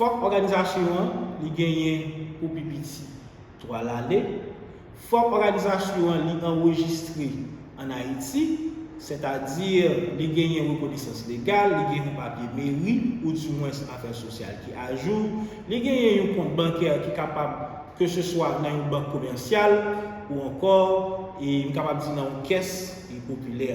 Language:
Haitian Creole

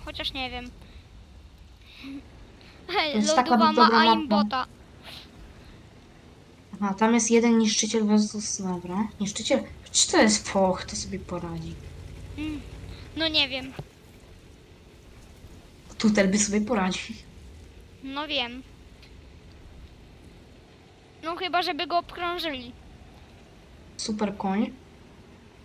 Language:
Polish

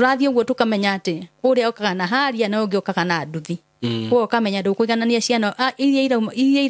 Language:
Kikuyu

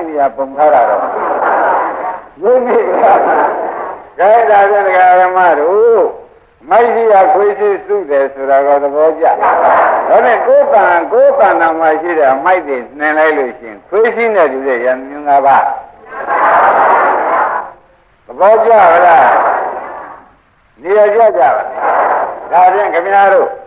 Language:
Burmese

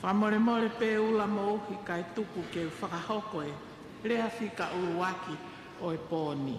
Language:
Tongan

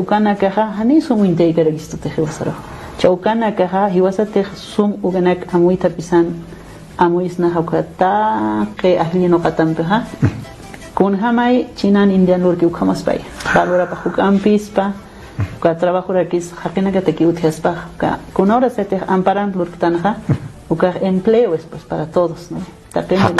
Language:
Aymara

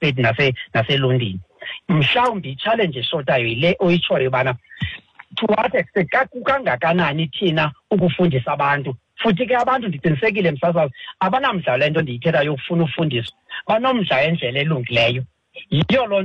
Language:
Xhosa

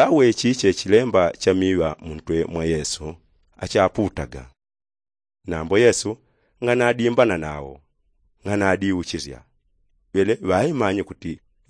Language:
Yao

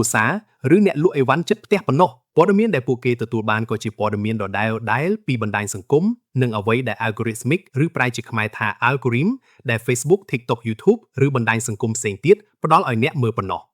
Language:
Khmer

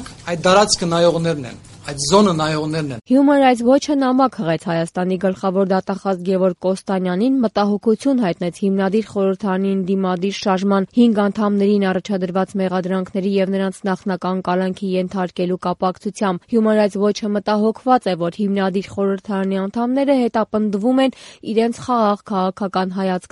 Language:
Armenian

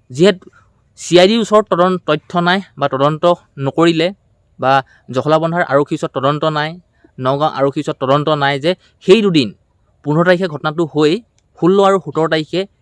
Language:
Assamese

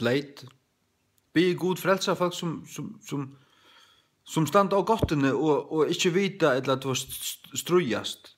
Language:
Faroese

